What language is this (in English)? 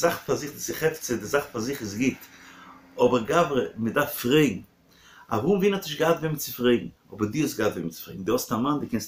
Yiddish